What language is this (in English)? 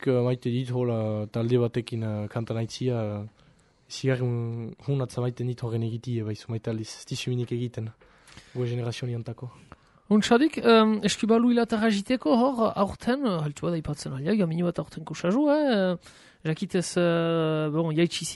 Basque